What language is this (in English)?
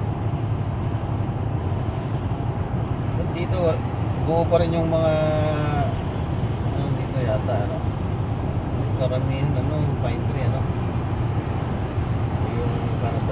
Filipino